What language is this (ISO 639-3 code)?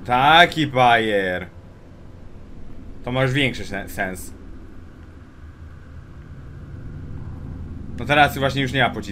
pol